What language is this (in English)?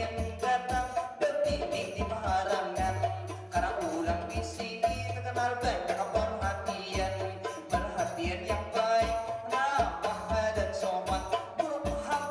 Banjar